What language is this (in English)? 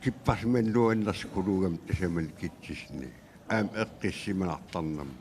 Kalaallisut